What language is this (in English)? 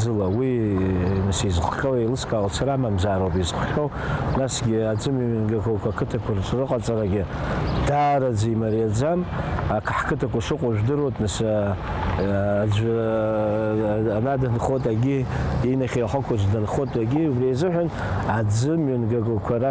Abkhazian